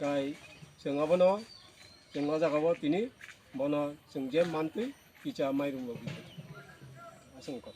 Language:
Kok Borok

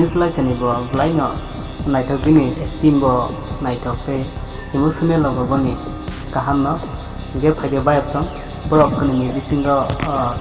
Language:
Kok Borok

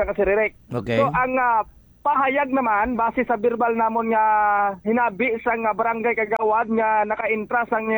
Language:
Hiligaynon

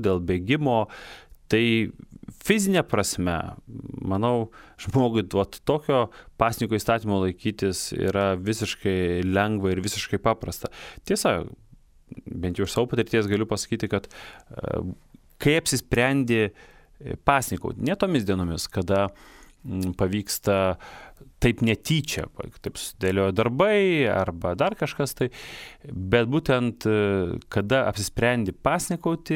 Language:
Lithuanian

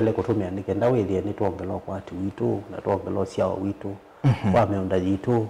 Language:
Kamba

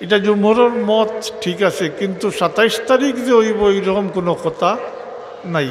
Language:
Sylheti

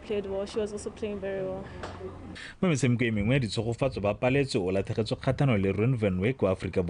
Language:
Tswana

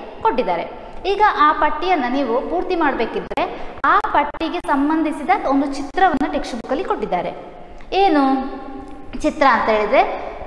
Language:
Kannada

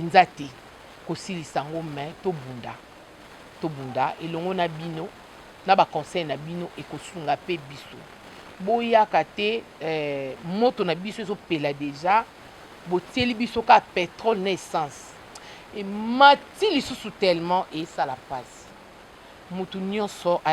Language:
Lingala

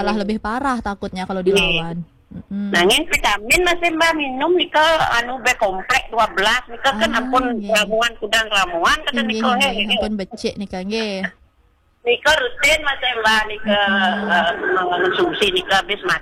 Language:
Balinese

